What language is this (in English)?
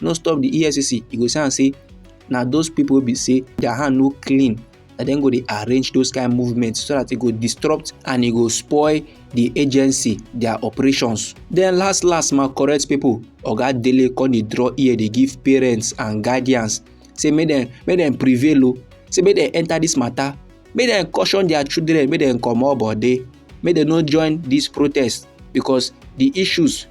Nigerian Pidgin